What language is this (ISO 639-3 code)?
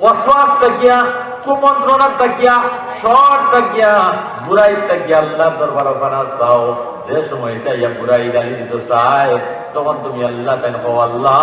syl